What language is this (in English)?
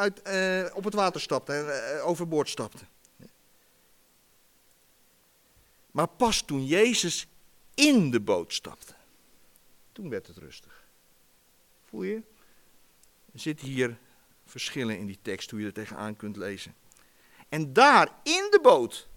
Dutch